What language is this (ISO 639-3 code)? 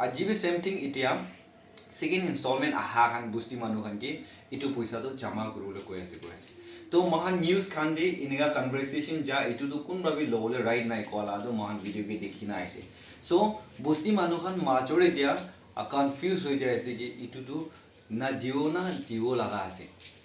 nag